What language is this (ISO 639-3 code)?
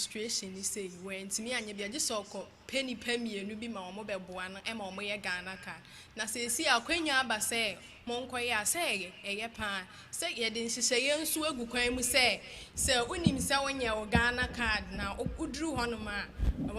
aka